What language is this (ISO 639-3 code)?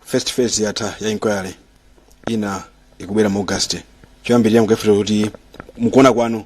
nya